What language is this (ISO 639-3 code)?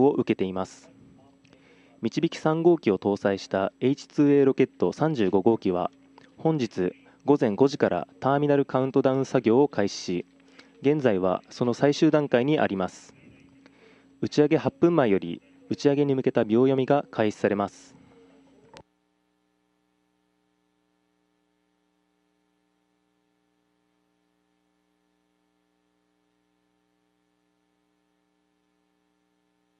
jpn